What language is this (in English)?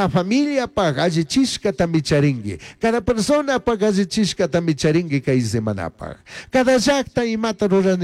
Chimborazo Highland Quichua